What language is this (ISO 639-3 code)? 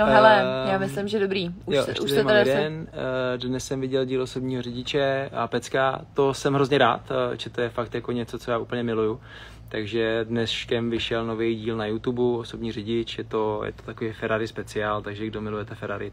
ces